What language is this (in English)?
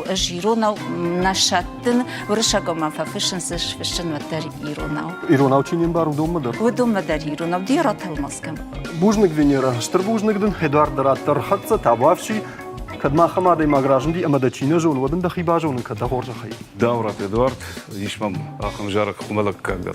Ossetic